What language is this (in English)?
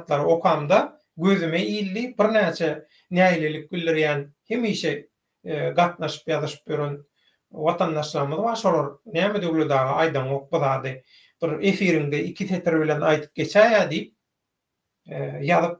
Turkmen